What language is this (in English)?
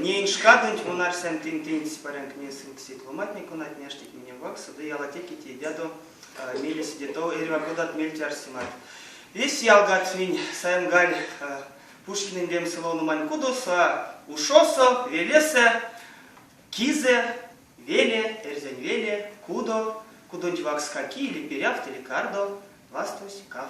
Erzya